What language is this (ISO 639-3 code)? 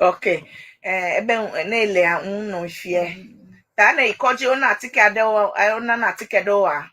ewe